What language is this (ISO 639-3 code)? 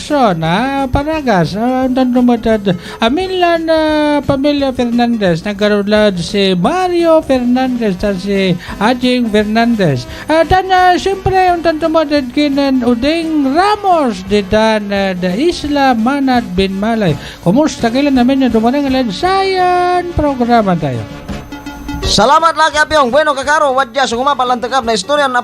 pag